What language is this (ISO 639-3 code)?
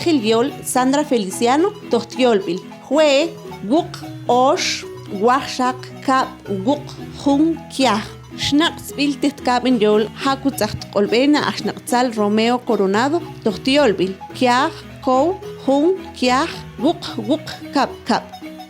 mam